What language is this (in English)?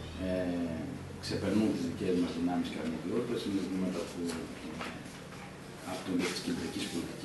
Greek